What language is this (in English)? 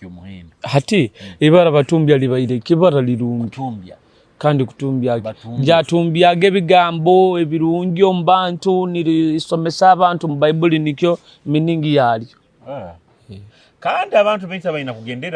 Nyoro